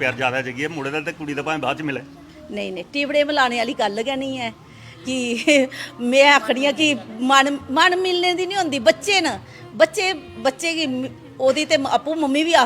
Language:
Dogri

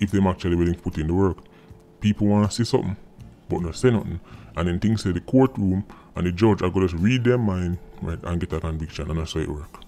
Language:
Jamaican Creole English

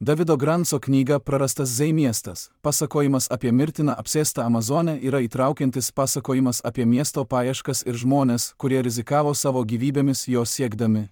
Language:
Lithuanian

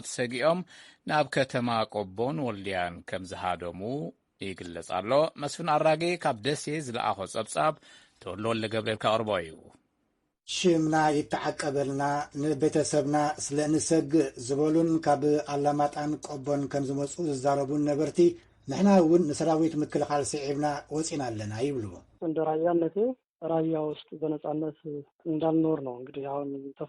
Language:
Tigrinya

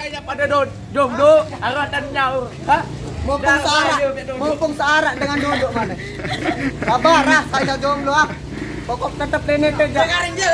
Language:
Sasak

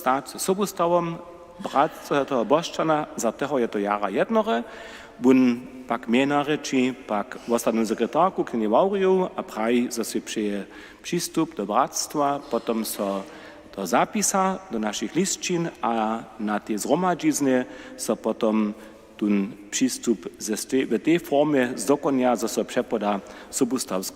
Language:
Upper Sorbian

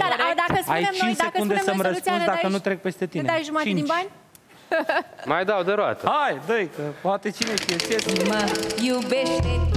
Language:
Romanian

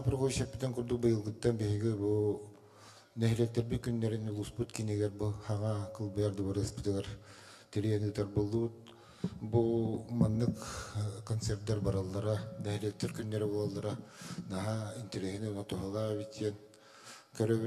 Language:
Yakut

